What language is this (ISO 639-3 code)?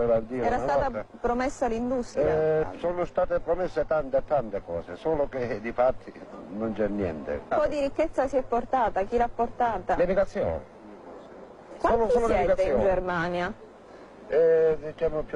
ita